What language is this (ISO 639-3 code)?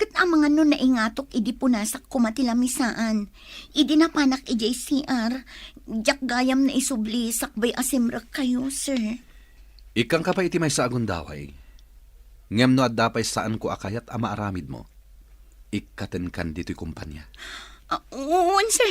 ilo